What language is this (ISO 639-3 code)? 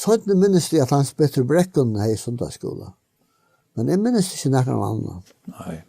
fao